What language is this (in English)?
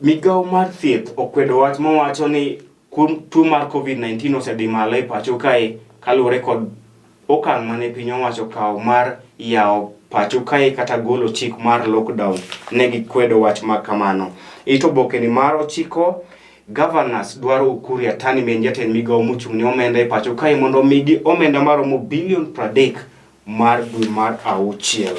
Luo (Kenya and Tanzania)